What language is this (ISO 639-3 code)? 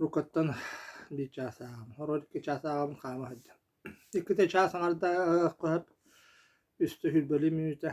sah